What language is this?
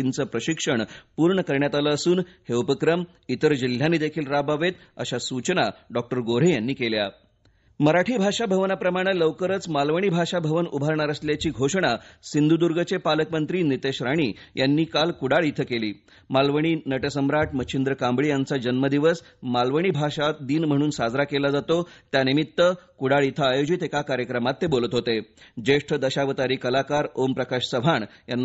Marathi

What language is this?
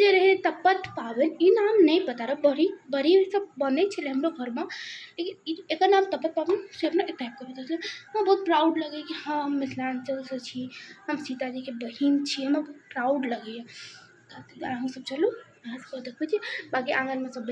Maithili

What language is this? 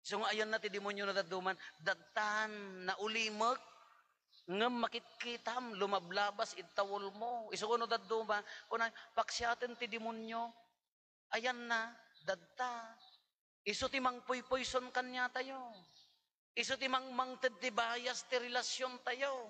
Iloko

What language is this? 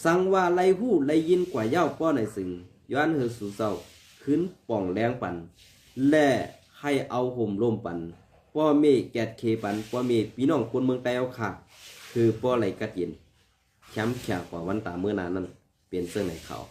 Shan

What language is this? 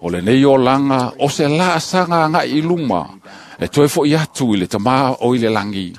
Samoan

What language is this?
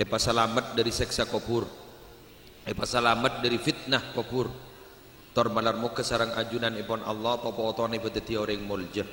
Madurese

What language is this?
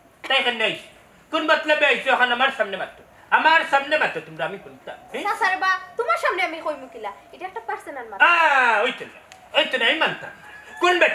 Sylheti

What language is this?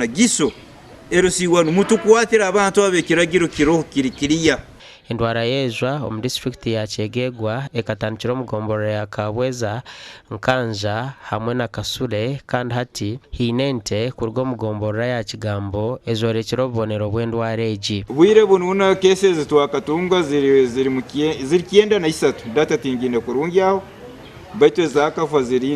Nyankole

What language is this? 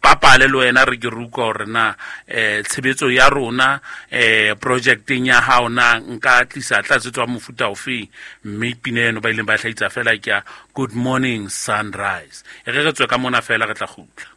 Southern Sotho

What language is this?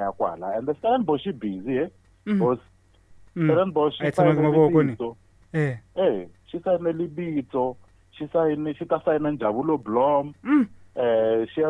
Tsonga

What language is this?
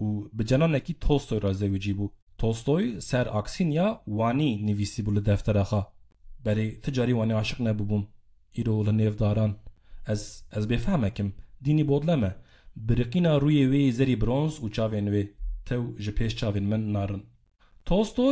Kurdish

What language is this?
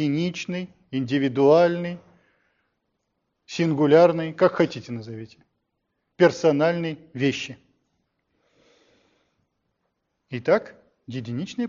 Russian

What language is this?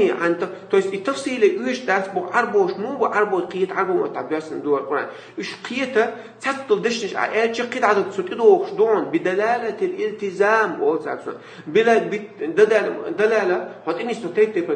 Chechen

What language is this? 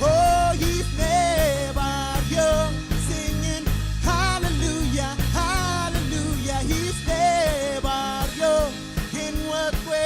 Marshallese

